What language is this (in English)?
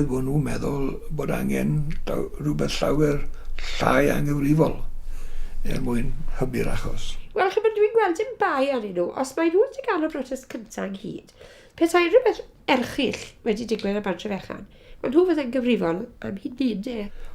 Welsh